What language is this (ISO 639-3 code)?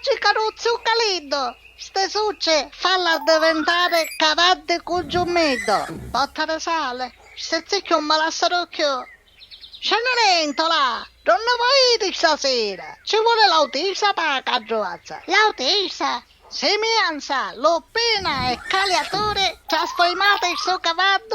scn